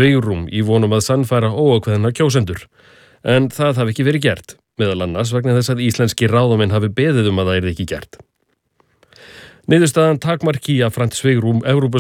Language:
Icelandic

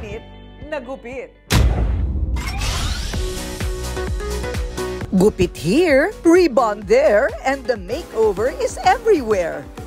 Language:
Filipino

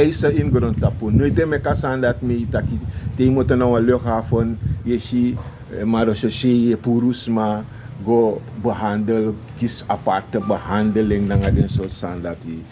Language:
Sranan Tongo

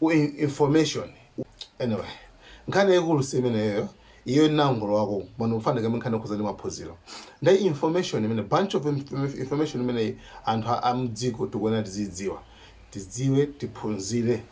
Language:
Nyanja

